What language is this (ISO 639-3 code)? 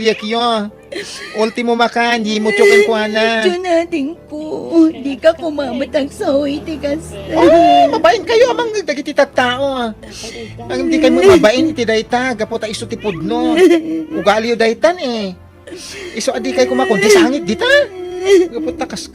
ilo